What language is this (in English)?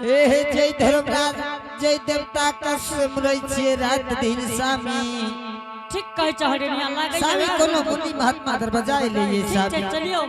Angika